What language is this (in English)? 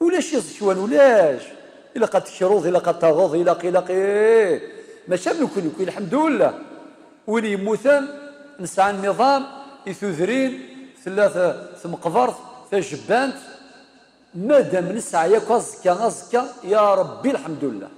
Kabyle